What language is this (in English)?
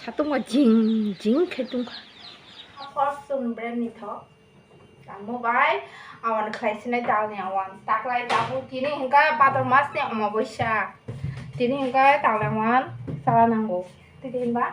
Kok Borok